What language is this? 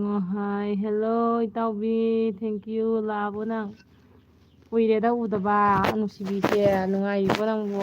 Manipuri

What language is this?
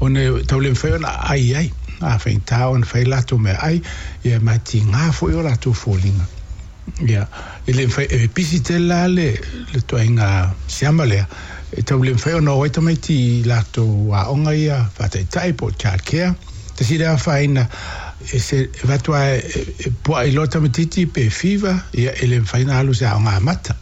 Samoan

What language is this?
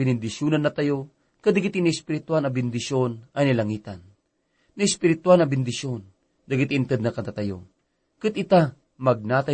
Iloko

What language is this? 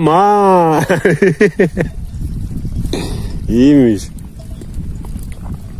Turkish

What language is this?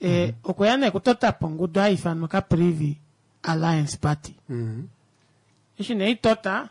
Kuanyama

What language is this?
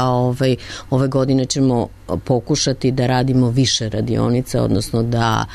Serbian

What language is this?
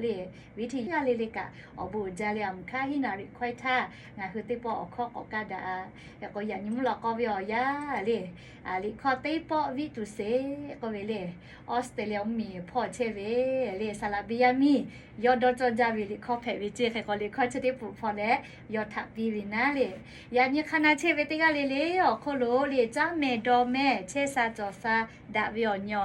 Lahu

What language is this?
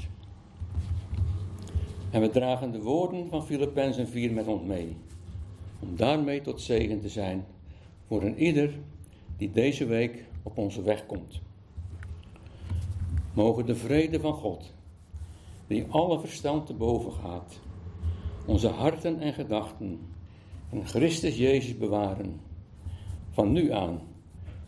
Dutch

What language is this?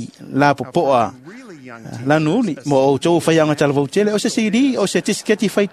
Samoan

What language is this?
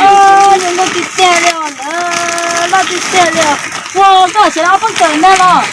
Hmong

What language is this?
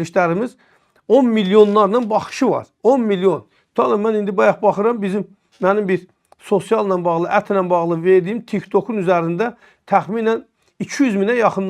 Azerbaijani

